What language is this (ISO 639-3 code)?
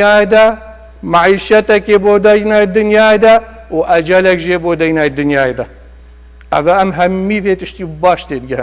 kur